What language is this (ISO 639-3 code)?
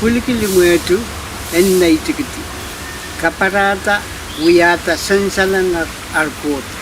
pon